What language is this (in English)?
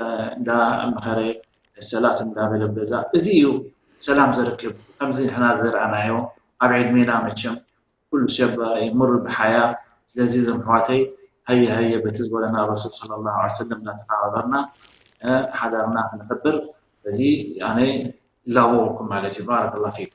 Tigrinya